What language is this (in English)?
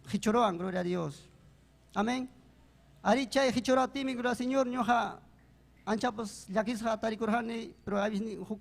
Ayacucho Quechua